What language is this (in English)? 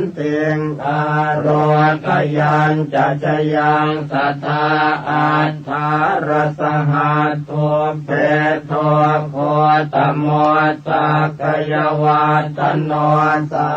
Pali